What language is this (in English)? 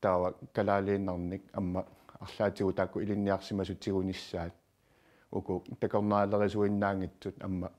Kalaallisut